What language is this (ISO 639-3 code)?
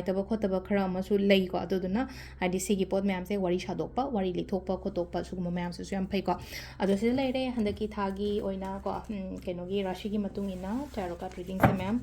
mni